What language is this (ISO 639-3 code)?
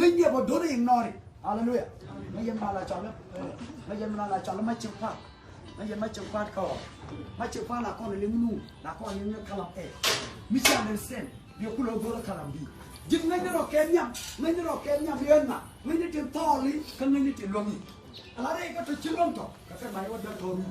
nus